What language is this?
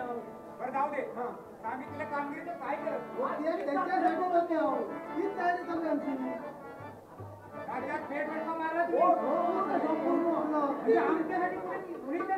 Marathi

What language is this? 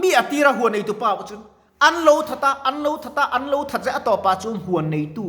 Mizo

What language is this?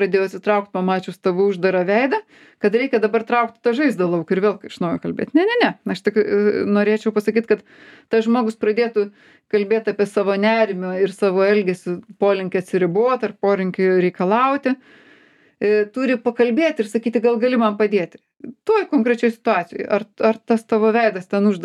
Lithuanian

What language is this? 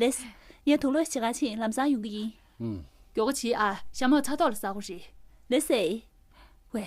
Tibetan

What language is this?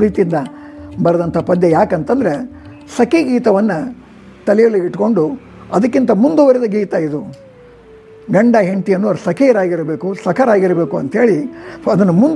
Kannada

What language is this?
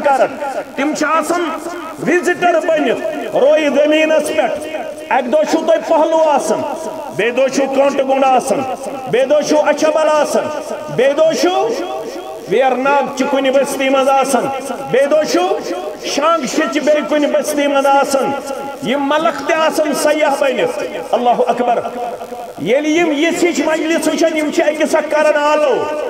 Kashmiri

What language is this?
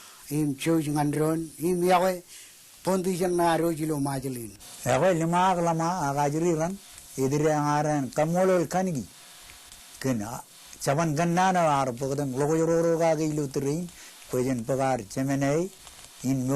Marshallese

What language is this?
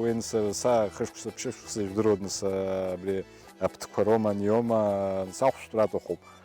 Abkhazian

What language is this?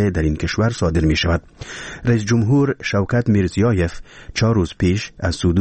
Persian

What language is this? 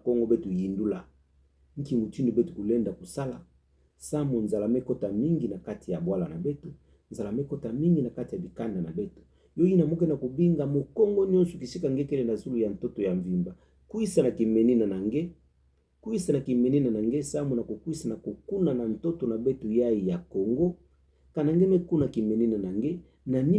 Kituba (Democratic Republic of Congo)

